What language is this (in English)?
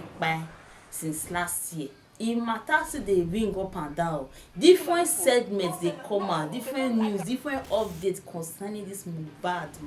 Nigerian Pidgin